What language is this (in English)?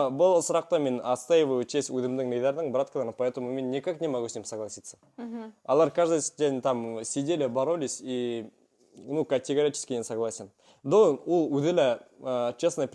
Bashkir